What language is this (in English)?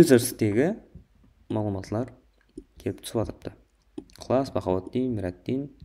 Kara-Kalpak